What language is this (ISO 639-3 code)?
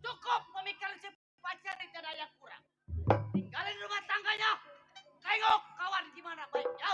bew